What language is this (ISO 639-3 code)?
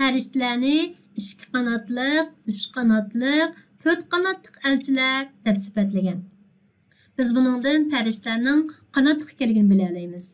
uig